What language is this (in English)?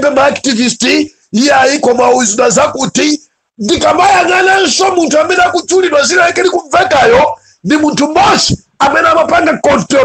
Nyanja